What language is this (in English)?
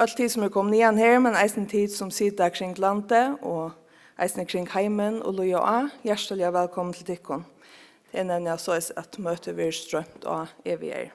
Faroese